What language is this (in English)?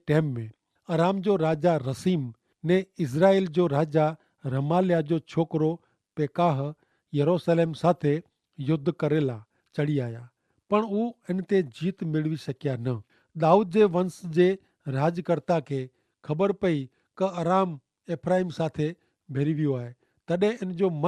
Kachhi